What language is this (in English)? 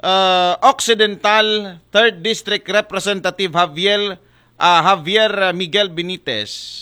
Aklanon